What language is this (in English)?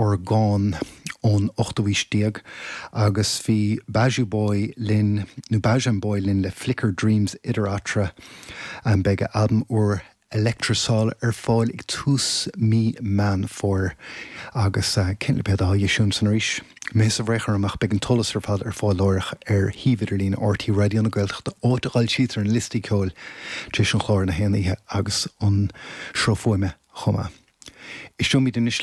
Irish